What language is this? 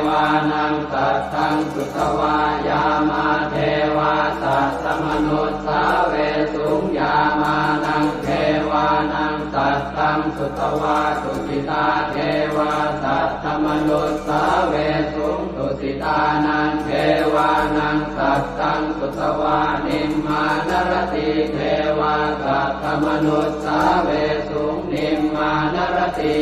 Pali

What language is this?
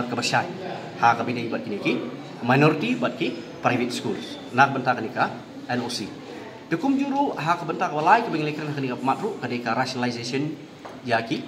Khasi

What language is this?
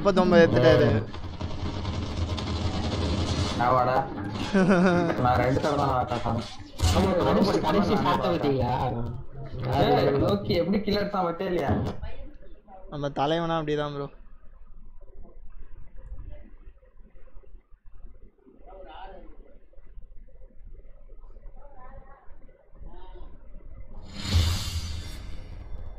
Tamil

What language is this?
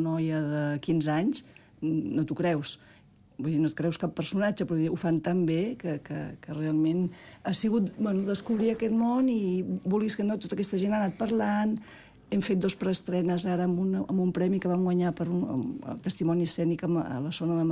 Catalan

